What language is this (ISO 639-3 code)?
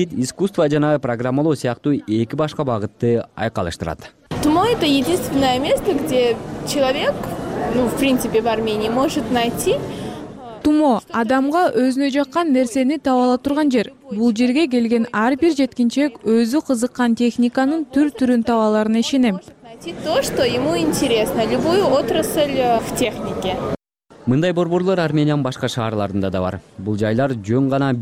kir